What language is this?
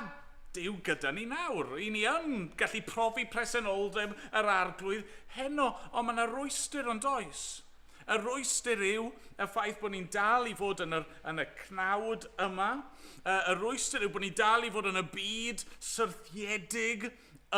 Welsh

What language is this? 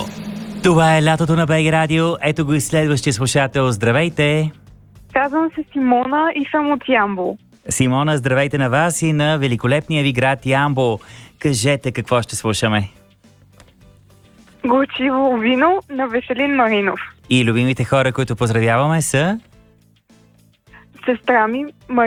Bulgarian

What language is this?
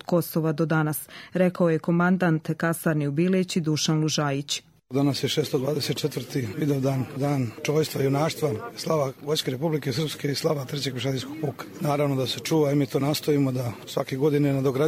Croatian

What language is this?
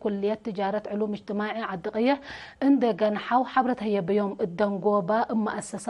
Tigre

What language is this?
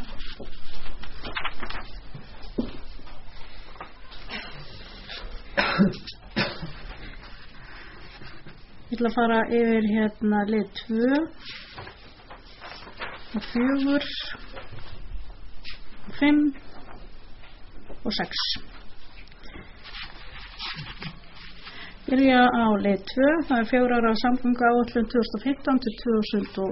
Icelandic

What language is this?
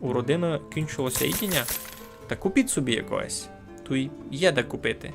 Rusyn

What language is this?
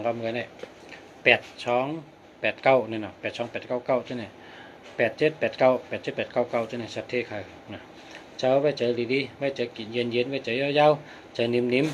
Shan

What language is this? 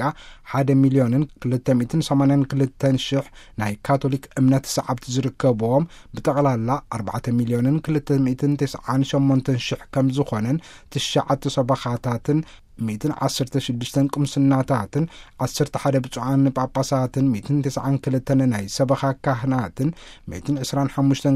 Tigrinya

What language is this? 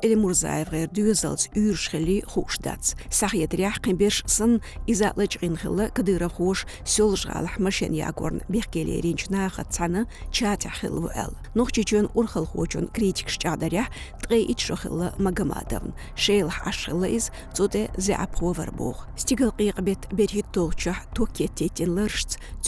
Chechen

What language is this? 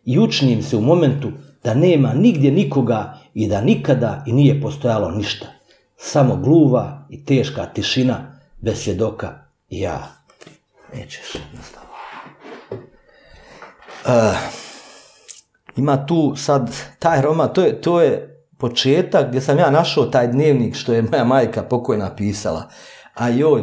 Bosnian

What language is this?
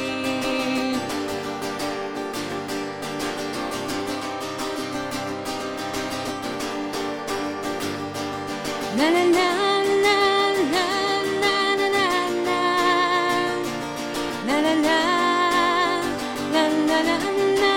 Croatian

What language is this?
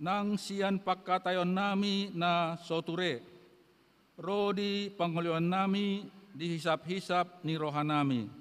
Batak Toba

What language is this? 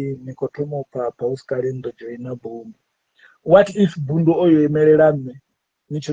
Venda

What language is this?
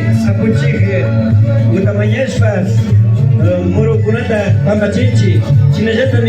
Imbabura Highland Quichua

